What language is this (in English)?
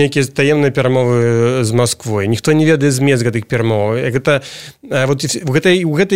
Belarusian